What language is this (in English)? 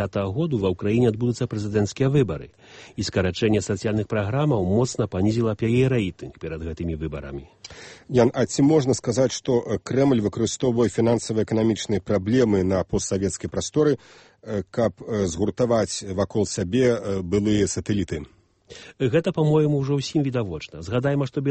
Belarusian